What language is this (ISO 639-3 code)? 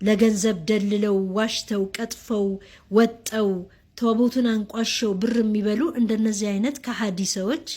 amh